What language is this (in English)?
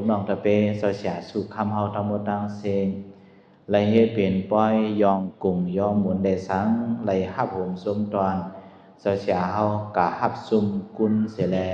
Shan